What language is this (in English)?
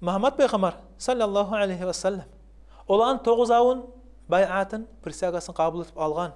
Kumyk